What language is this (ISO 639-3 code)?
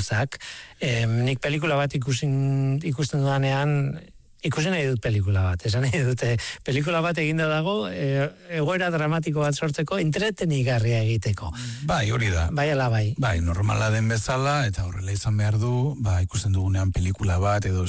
eus